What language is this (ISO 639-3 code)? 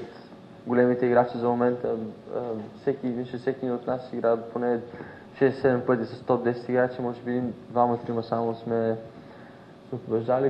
bul